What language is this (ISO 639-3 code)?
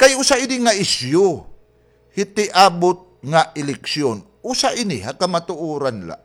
war